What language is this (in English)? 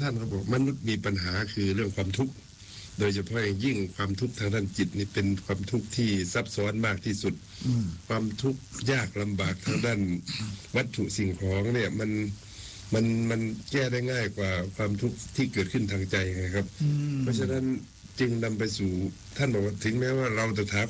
Thai